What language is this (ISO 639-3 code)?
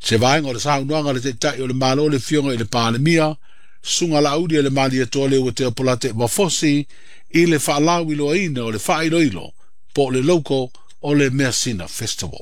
smo